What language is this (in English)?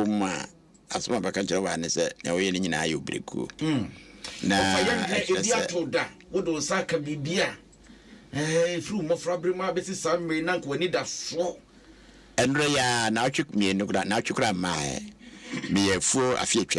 Akan